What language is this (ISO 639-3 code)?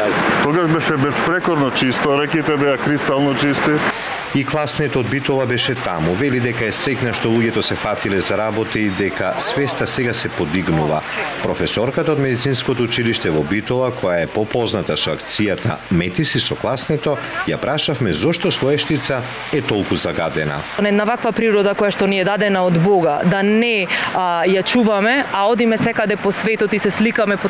mkd